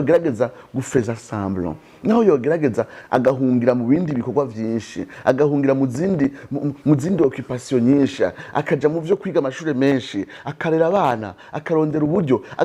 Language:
Rundi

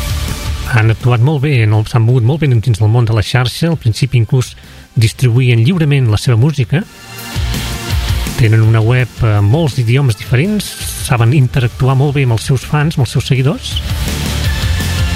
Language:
Catalan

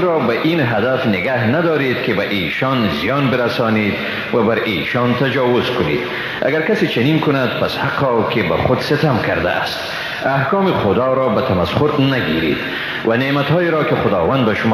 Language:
Persian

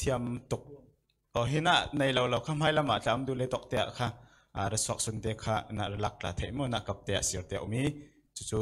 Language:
Falam Chin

